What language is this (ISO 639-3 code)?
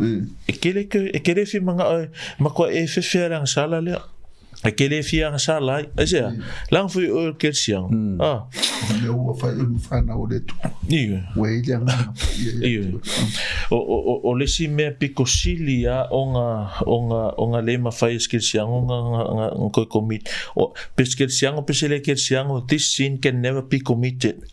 smo